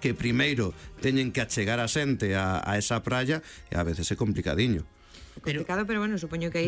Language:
Galician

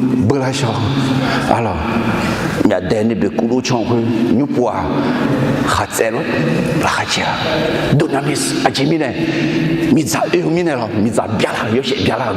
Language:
Akha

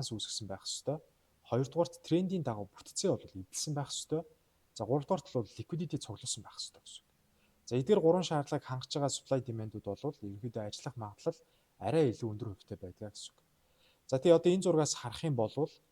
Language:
Mongolian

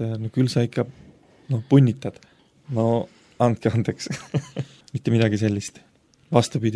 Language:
Estonian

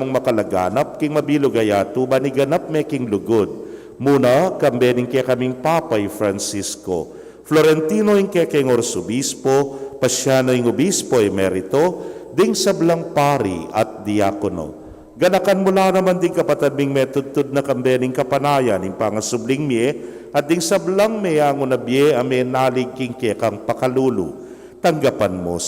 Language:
Pampanga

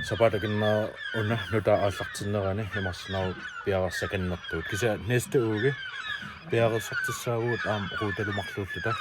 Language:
Kalaallisut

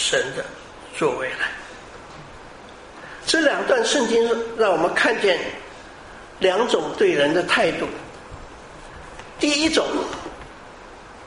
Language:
Chinese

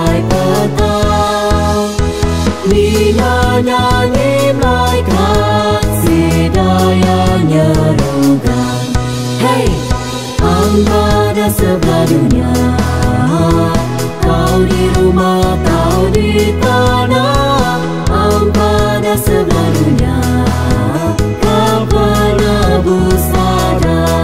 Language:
Iban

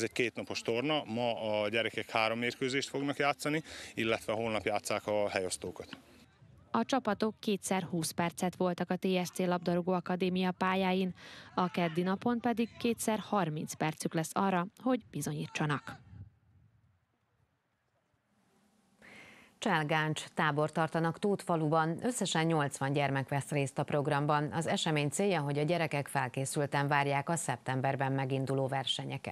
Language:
Hungarian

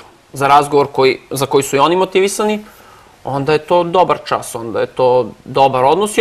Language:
Serbian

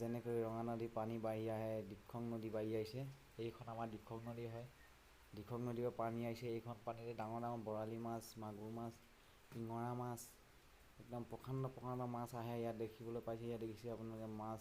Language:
Assamese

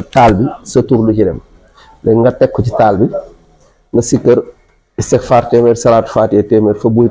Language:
Wolof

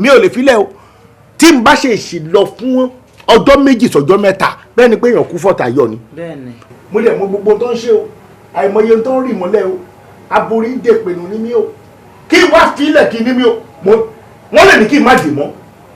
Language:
Yoruba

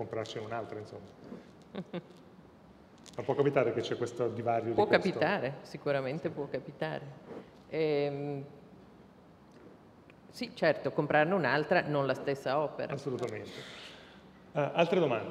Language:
Italian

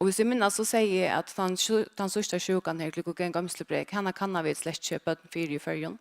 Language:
Faroese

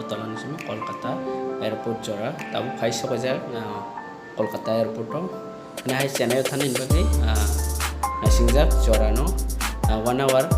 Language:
Kok Borok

